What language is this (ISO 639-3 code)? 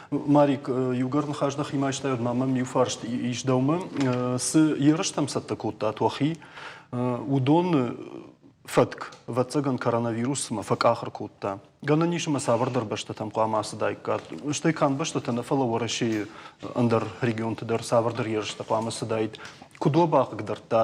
oss